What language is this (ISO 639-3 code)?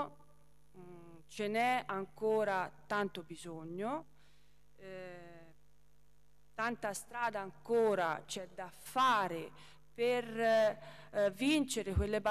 ita